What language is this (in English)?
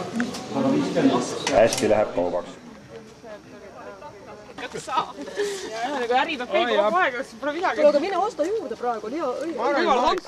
Estonian